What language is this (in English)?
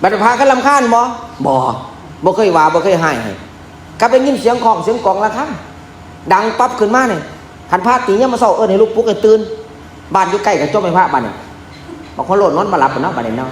Northeastern Thai